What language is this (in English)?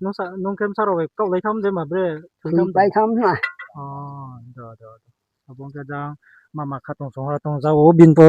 Riang (India)